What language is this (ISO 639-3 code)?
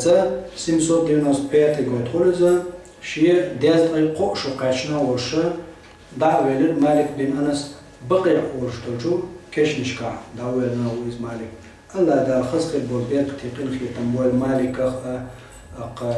che